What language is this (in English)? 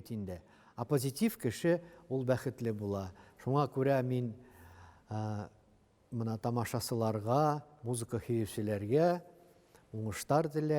Bashkir